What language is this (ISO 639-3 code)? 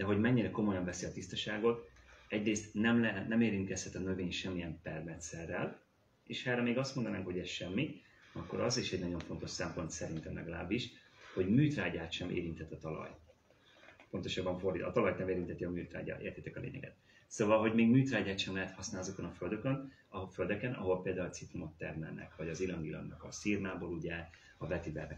hun